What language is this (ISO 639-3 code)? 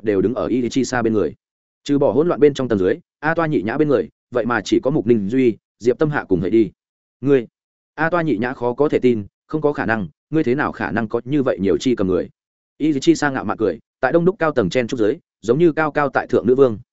vie